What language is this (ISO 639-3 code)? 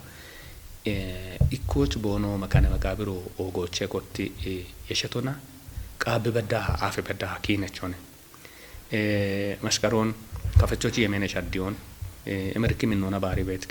kbr